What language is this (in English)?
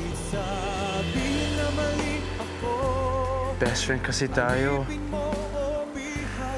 Filipino